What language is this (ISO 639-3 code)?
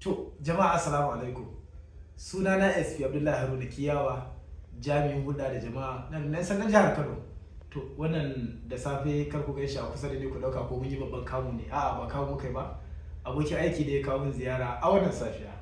hau